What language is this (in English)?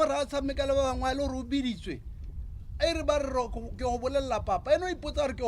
Tswana